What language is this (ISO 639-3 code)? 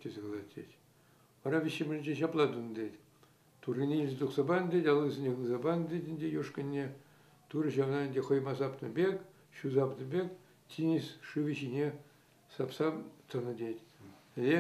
chv